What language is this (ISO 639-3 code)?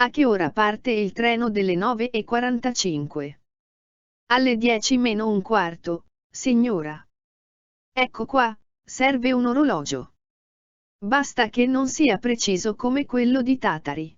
srd